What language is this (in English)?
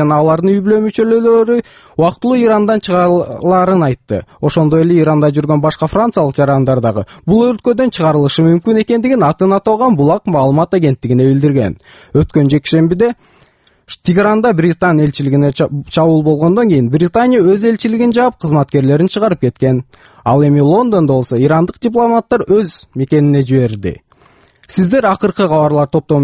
Kyrgyz